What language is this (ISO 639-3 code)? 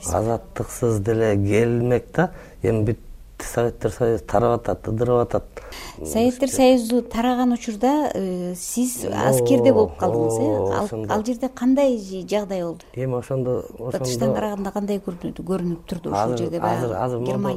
kir